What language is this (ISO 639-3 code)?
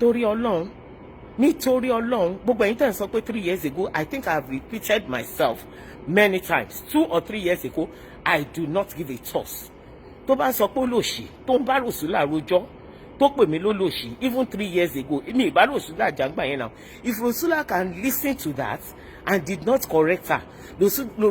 yor